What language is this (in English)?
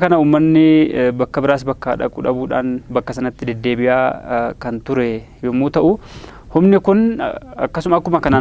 Oromo